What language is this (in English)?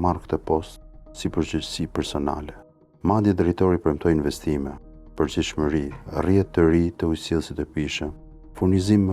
Albanian